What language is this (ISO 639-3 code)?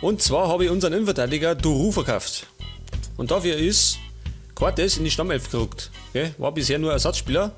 bar